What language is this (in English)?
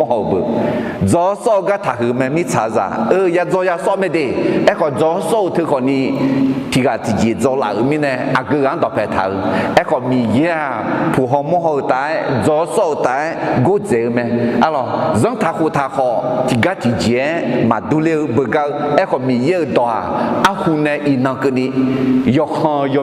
Akha